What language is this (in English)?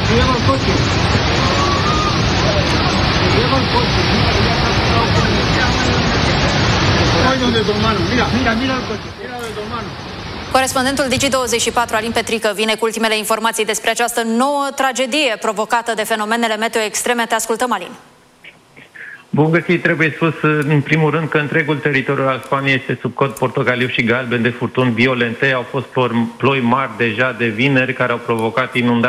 Romanian